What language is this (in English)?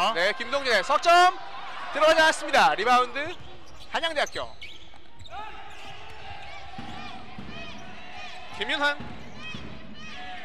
Korean